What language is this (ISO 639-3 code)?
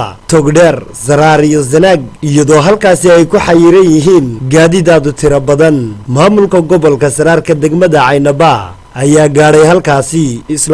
som